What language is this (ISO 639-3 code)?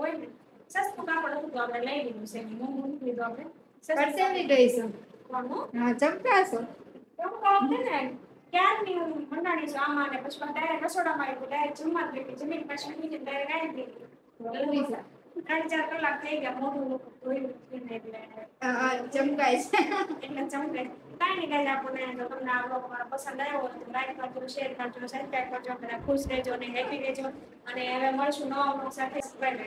guj